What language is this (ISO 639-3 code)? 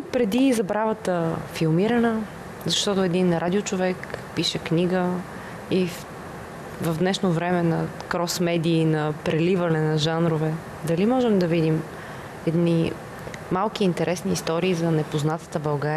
bul